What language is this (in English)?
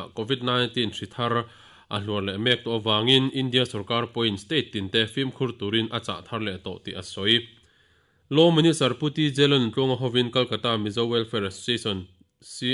Mizo